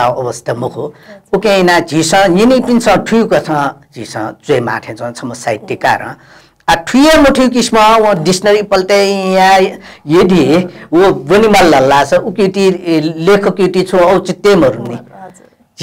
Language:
Newari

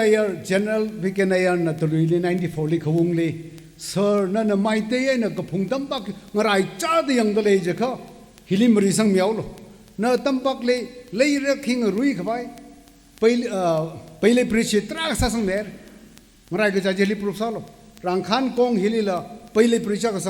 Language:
Tangkhul Naga (India)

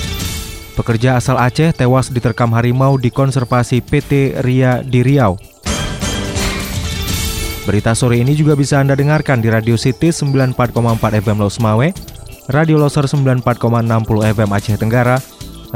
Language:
Indonesian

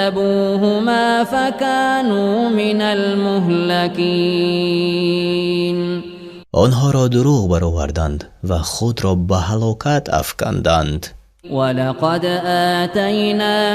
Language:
Tajik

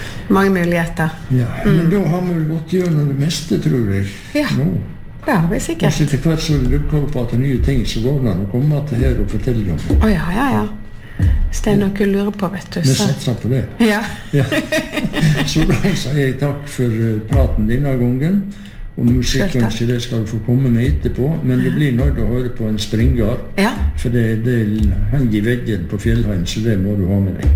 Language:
Norwegian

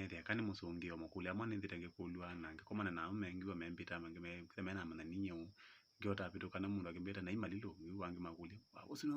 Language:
Kamba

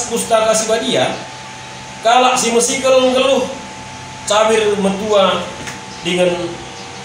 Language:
Batak Karo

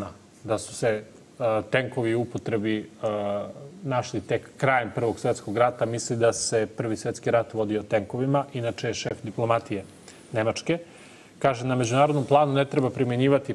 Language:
Serbian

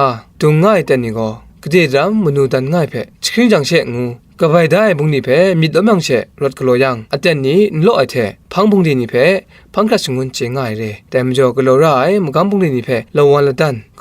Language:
Kachin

